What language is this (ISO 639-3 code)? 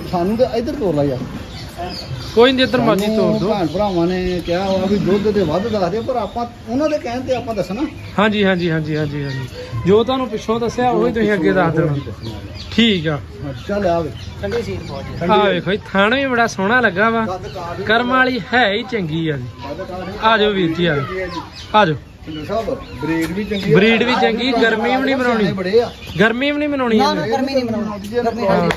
pan